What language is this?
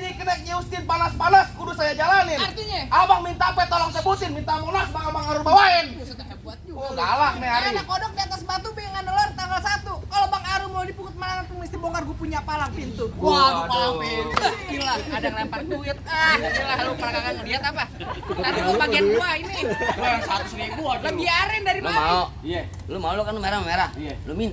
Betawi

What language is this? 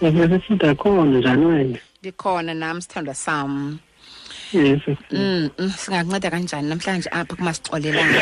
Xhosa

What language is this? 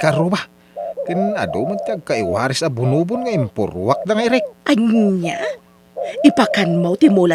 Iloko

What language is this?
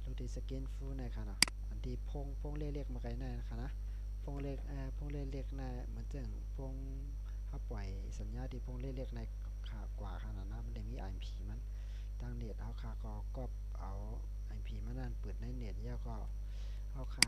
Shan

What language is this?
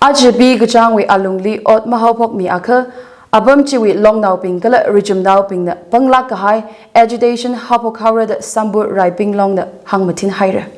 Tangkhul Naga (India)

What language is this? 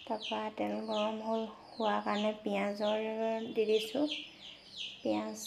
Assamese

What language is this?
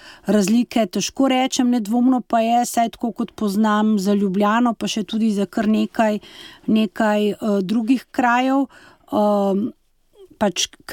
Slovenian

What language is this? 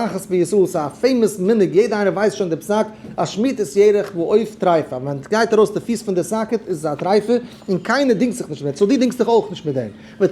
Yiddish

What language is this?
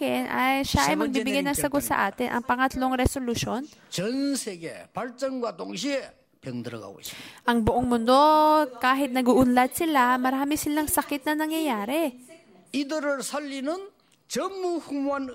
Filipino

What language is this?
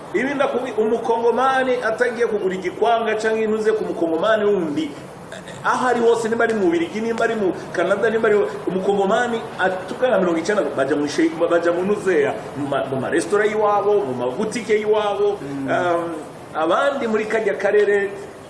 Rundi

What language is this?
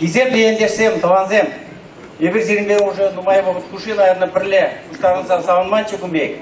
Chuvash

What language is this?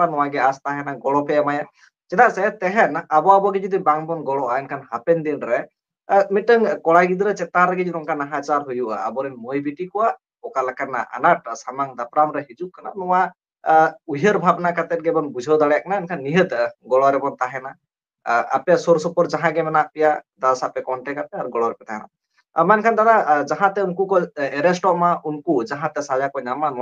Santali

